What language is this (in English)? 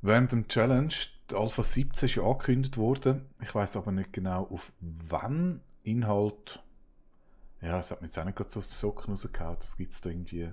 Swiss German